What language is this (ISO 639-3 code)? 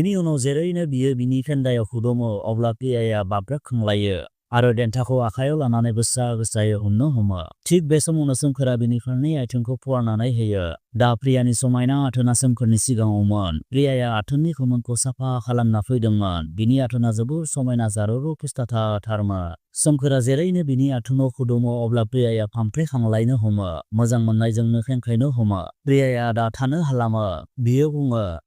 brx